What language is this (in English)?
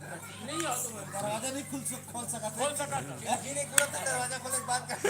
Chhattisgarhi